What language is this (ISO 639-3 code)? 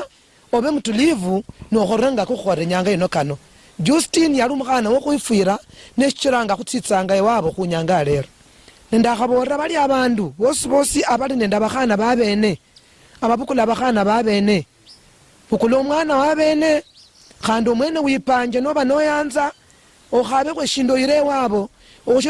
luy